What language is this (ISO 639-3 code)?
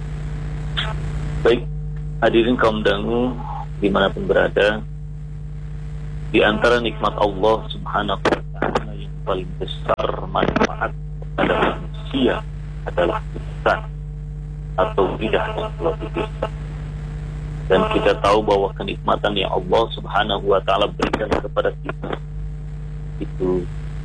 ind